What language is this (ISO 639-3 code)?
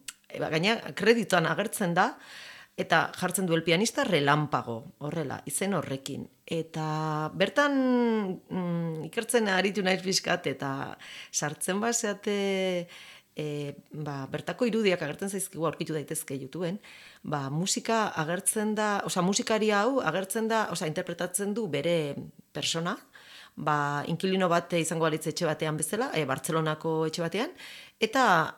eus